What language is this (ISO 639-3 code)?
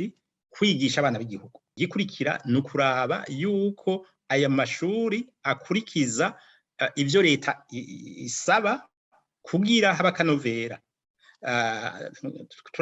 run